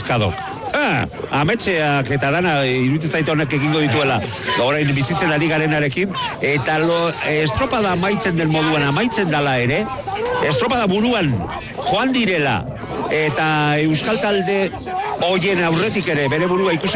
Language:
Basque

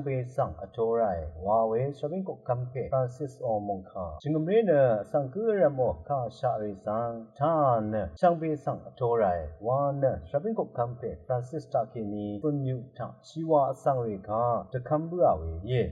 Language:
Rawang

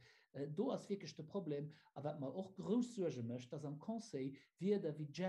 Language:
Luxembourgish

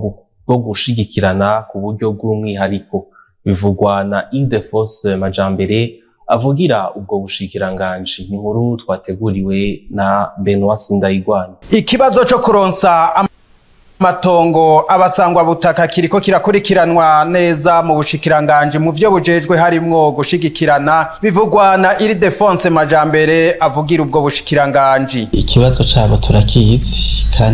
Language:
Rundi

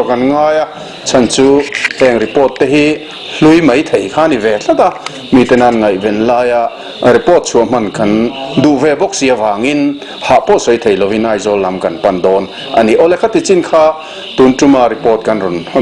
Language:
Mizo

